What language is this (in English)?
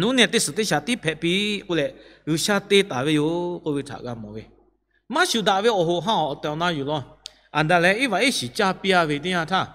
Lahu